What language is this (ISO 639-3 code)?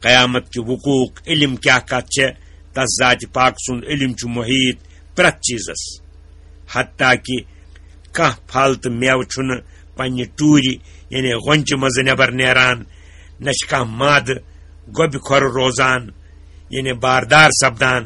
kas